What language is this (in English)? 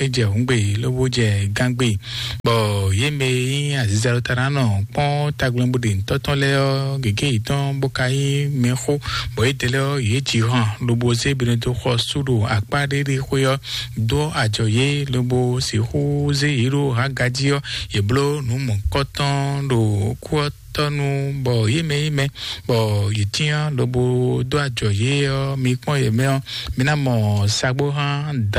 Fon